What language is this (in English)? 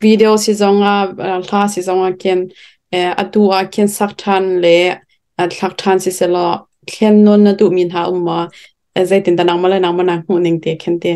Hakha Chin